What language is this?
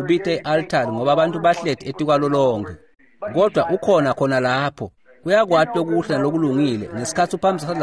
Swati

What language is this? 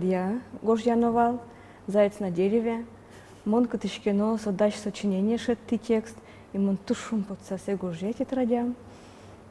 Udmurt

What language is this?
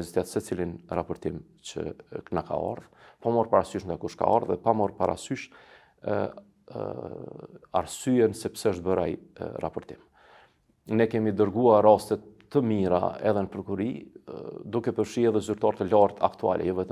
Albanian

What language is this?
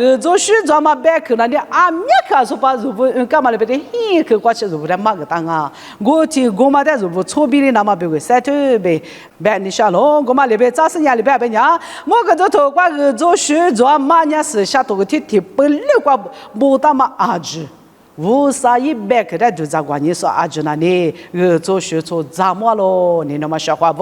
Lisu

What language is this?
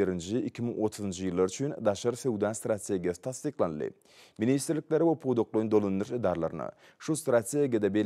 Turkmen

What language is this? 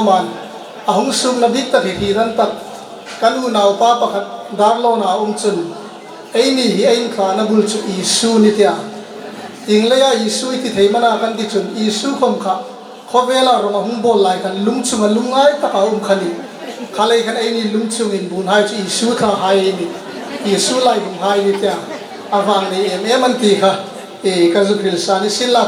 Hmar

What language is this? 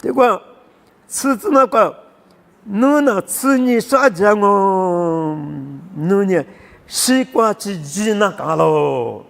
Lisu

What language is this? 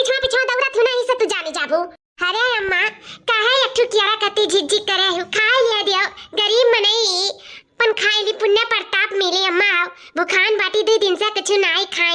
Awadhi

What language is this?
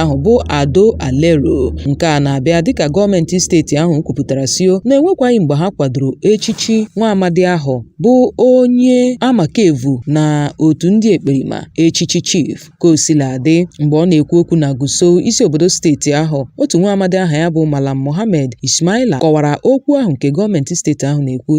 Igbo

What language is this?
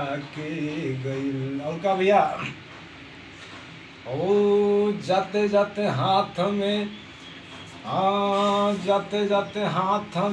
Bhojpuri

